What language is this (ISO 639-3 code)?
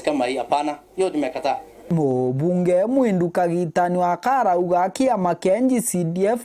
mer